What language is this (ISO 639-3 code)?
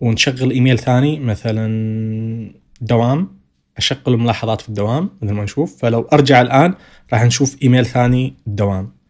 ars